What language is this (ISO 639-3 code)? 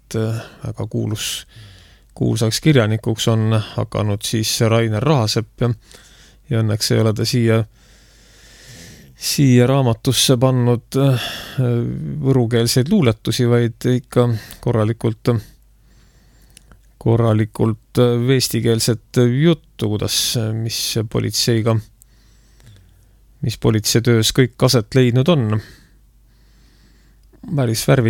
est